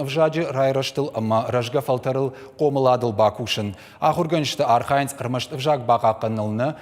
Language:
Ossetic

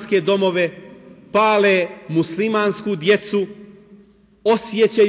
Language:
Bosnian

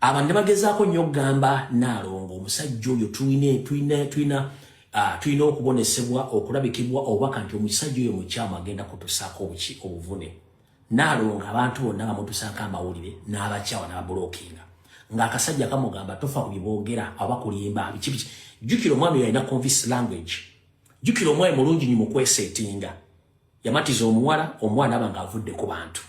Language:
Ganda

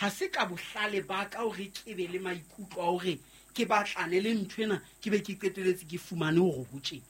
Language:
Southern Sotho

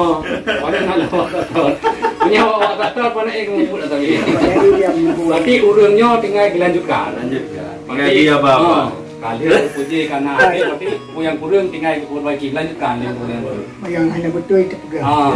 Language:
Achinese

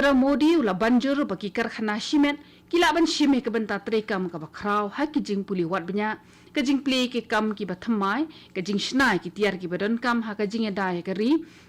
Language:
Khasi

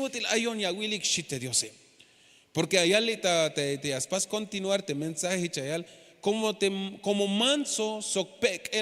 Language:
Tzeltal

